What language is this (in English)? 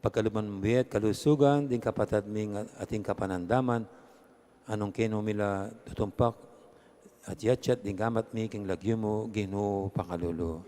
Pampanga